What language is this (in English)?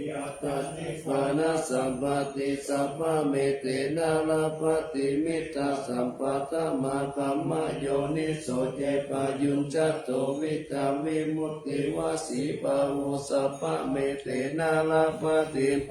Pali